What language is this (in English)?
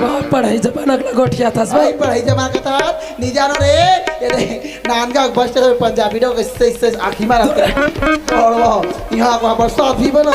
Chhattisgarhi